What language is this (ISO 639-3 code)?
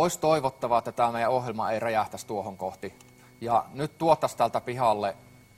fin